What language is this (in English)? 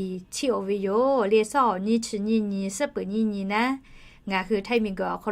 Lahu